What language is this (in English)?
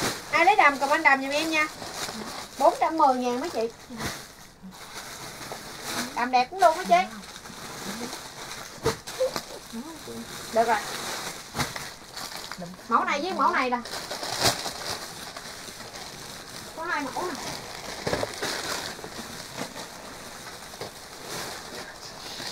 Vietnamese